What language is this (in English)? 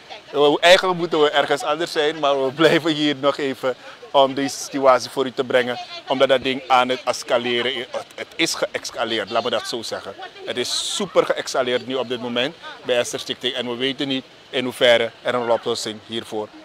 Dutch